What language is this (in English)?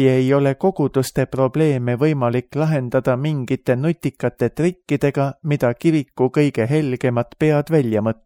Estonian